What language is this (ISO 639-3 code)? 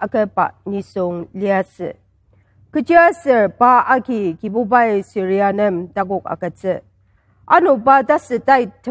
njo